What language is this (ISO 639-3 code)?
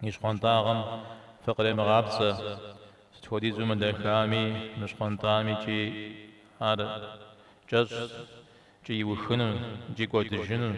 kbd